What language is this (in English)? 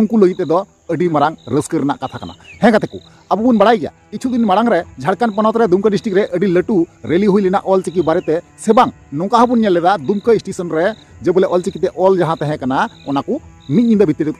Santali